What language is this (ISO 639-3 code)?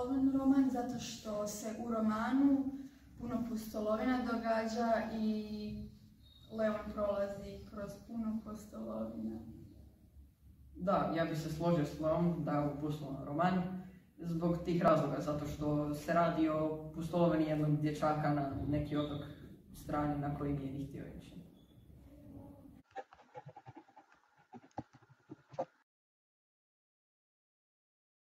hrv